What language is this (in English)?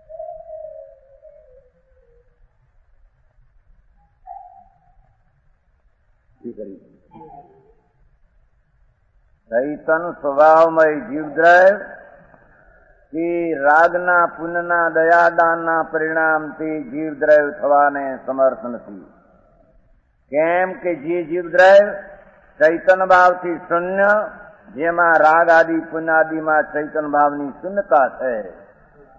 Gujarati